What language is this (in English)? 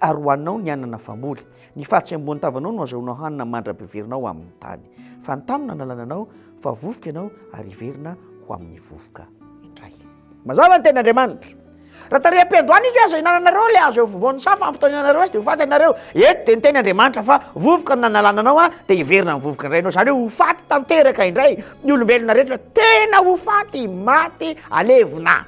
Malagasy